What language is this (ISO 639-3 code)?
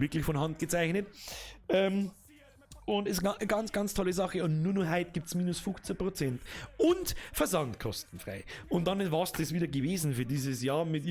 bar